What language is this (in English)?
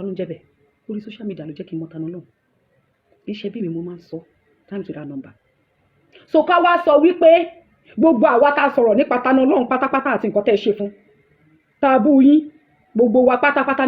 Yoruba